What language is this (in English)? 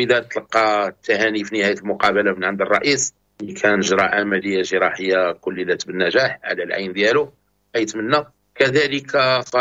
Moroccan Arabic